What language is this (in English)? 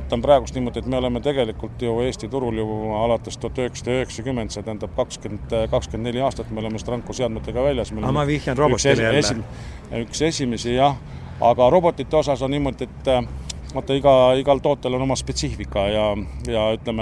Estonian